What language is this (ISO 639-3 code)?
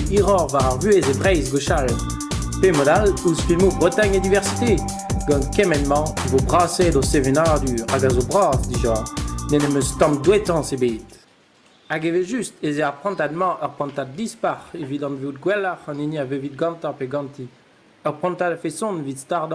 bre